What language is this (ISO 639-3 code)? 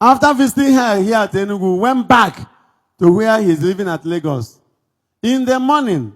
ibo